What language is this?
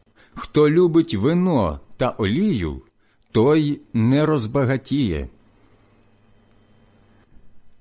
Ukrainian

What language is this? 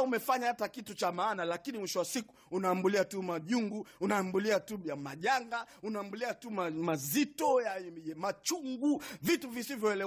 Swahili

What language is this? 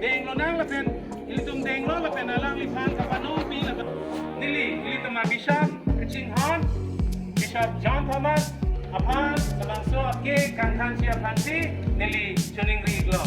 Karbi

